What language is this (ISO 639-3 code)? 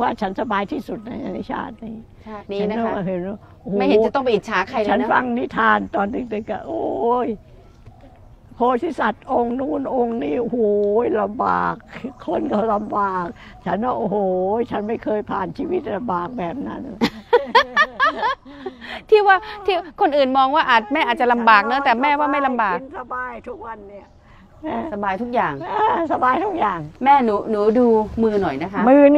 tha